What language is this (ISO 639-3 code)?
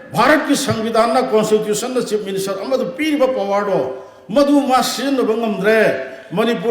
mni